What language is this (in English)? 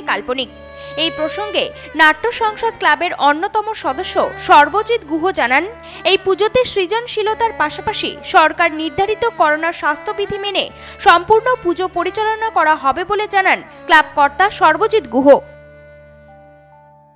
Bangla